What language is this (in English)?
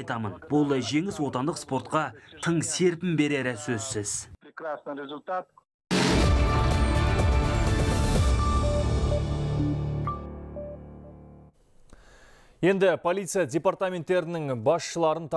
Kazakh